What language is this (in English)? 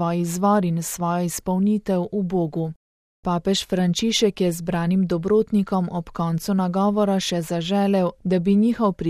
Slovenian